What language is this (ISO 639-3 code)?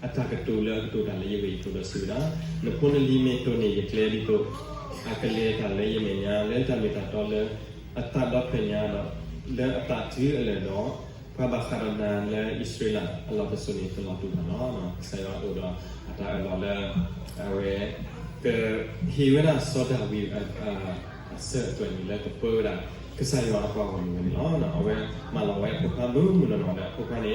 ksw